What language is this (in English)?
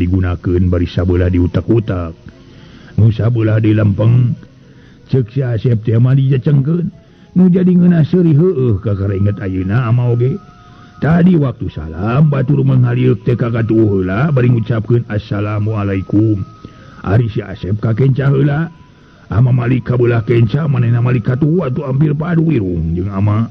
Sundanese